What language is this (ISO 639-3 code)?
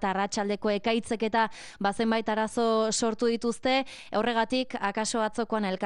eus